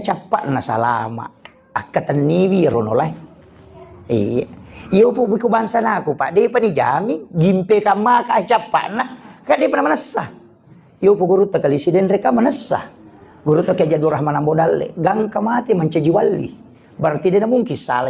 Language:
Buginese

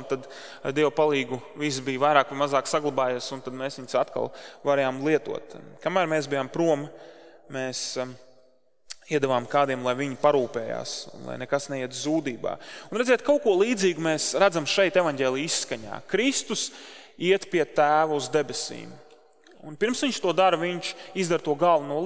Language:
Latvian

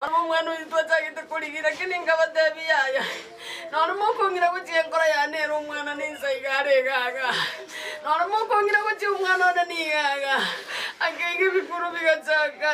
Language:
Gusii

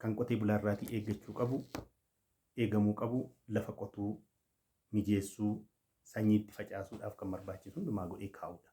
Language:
Oromo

